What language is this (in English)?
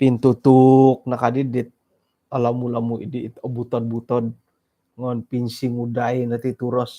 Central Dusun